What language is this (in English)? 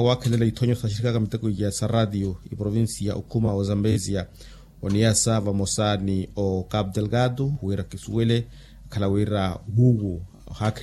Makhuwa